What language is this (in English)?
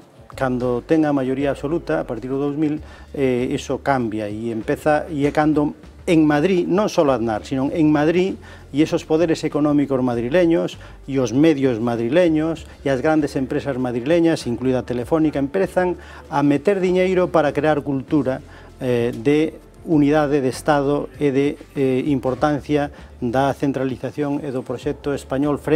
Galician